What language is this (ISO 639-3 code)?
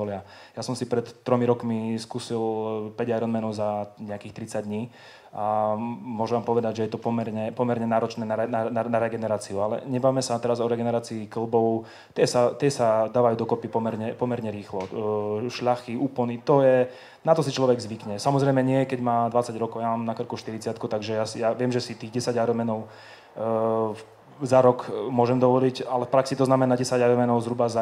slk